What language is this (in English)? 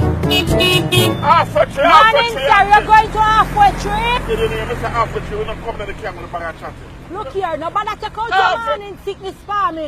Jamaican Creole English